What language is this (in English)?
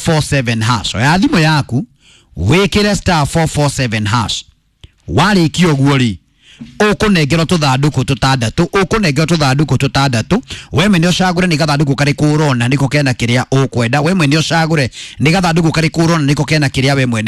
Kikuyu